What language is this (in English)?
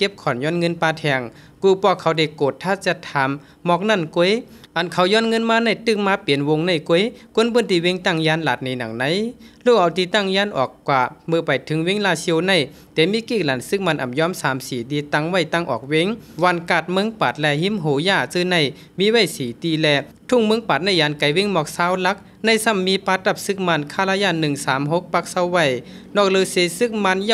Shan